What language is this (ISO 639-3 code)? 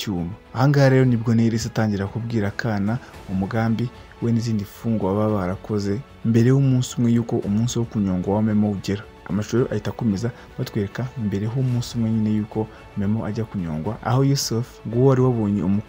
kin